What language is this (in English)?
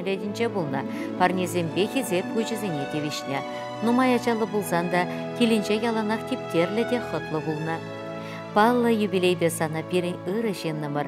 Chuvash